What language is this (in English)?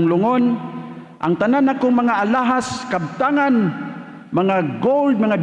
Cebuano